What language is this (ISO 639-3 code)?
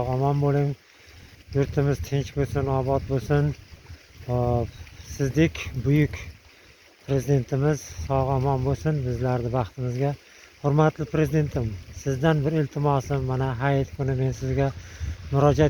uzb